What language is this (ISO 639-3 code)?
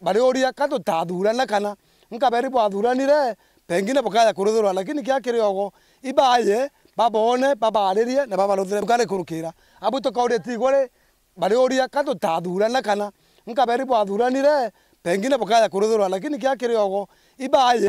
mer